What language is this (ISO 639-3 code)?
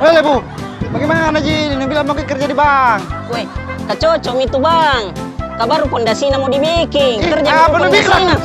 mfp